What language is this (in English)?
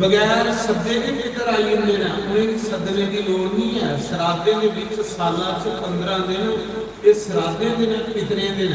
Dogri